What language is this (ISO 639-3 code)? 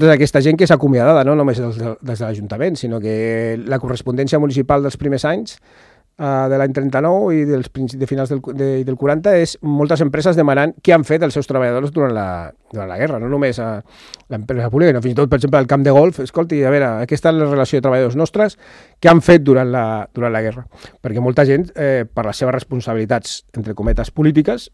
cat